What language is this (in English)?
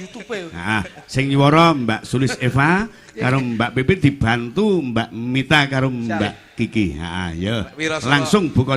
Javanese